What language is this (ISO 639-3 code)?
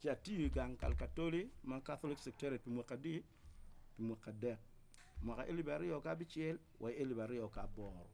ach